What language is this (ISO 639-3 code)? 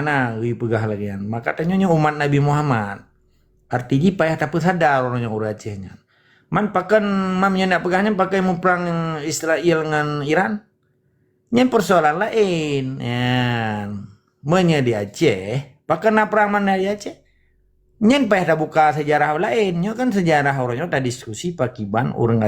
ace